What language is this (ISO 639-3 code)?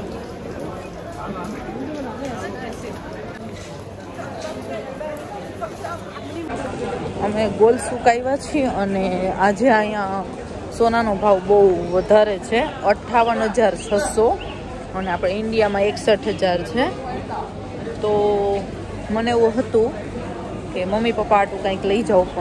guj